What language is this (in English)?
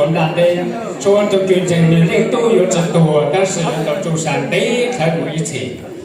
Hmong